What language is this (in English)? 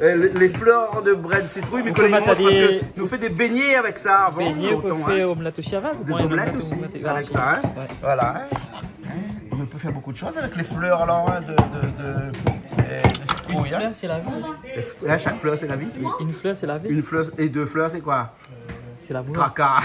Réunion Creole French